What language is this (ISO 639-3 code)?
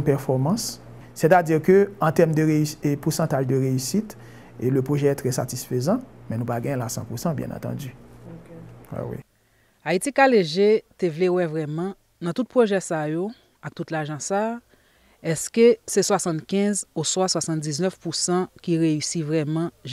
hat